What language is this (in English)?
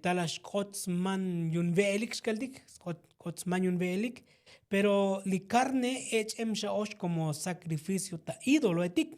Tzotzil